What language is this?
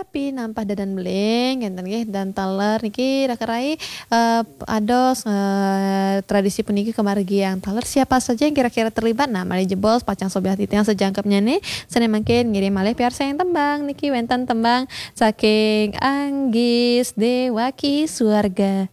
Balinese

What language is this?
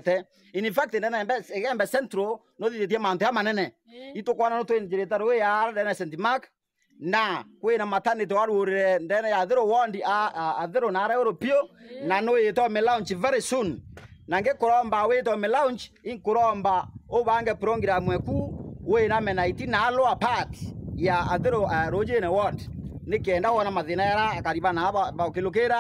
Meru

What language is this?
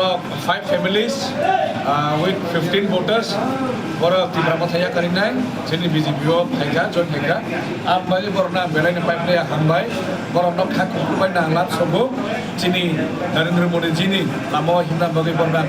Kok Borok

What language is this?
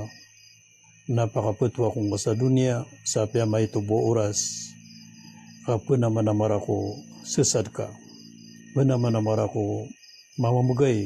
Maranao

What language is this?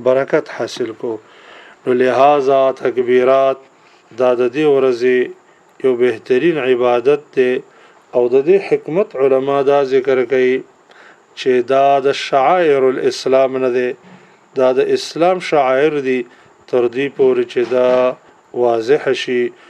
Pashto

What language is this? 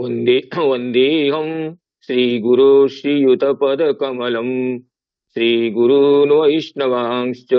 Sanskrit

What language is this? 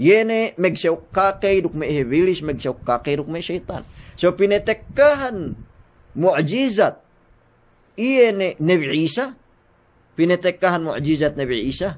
Yakan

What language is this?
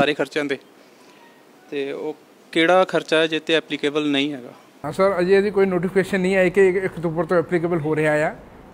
Punjabi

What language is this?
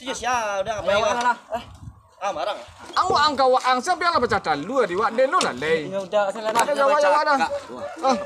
Minangkabau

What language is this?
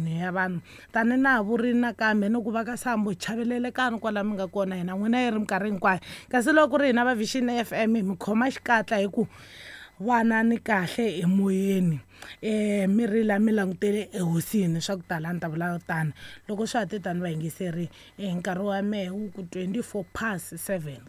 Tsonga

